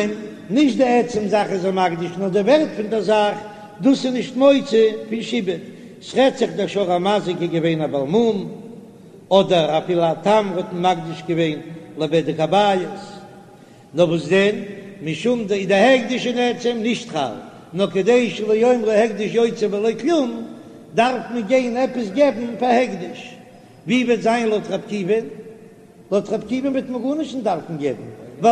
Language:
Yiddish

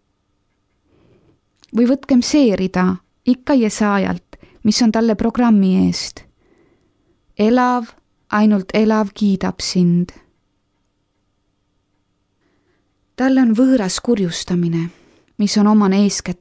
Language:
Estonian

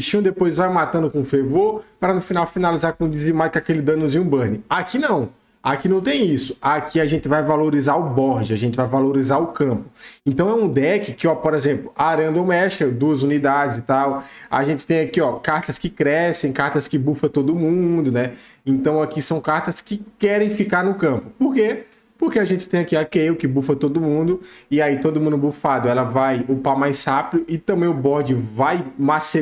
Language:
Portuguese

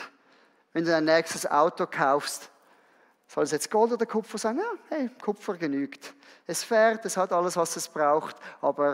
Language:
Swiss German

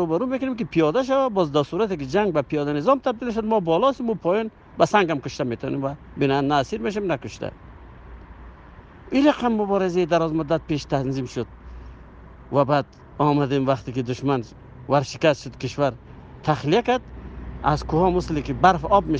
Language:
Persian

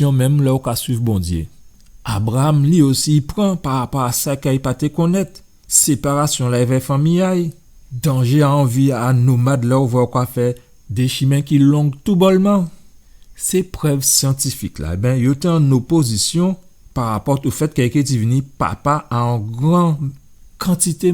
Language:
Guadeloupean Creole French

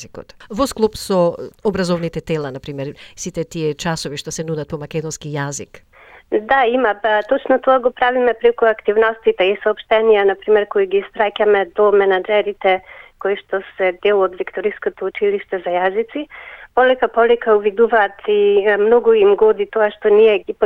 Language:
Macedonian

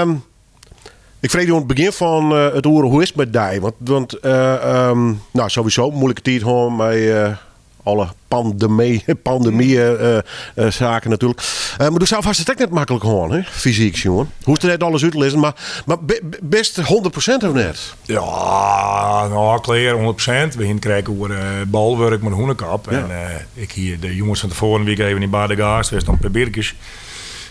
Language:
Western Frisian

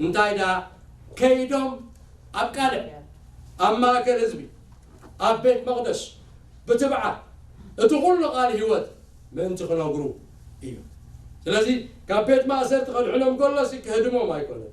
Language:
Tigrinya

